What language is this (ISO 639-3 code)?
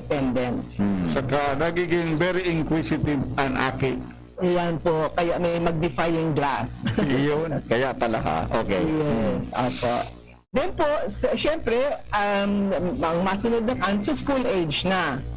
bik